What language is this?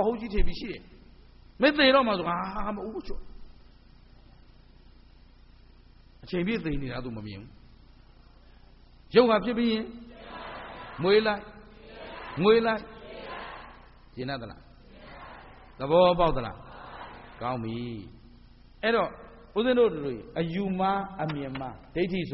Burmese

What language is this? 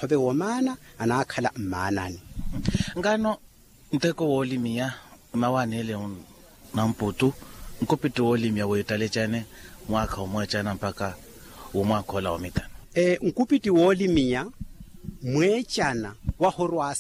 Makhuwa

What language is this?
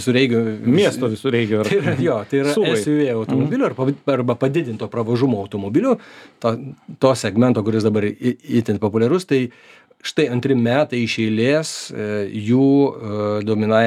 Lithuanian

